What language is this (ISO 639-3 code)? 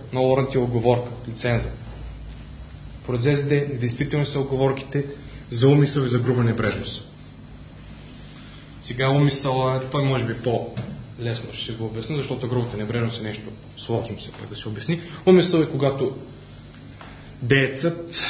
bul